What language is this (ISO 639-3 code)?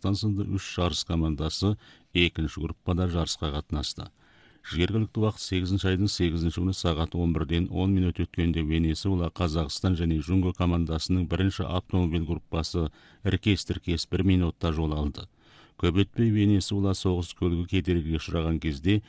kaz